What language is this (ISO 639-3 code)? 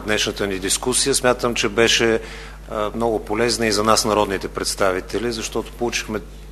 bul